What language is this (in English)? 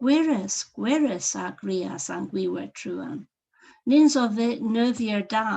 Cornish